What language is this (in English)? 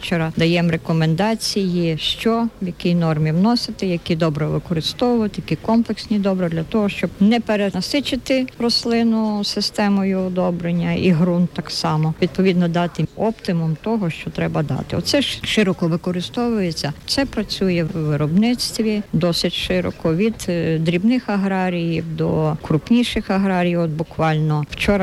Ukrainian